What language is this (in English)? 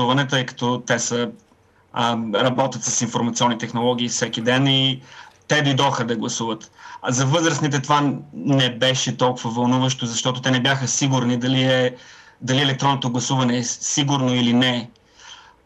Bulgarian